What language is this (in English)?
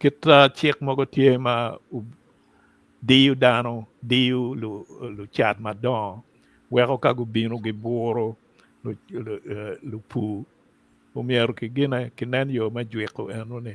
Acoli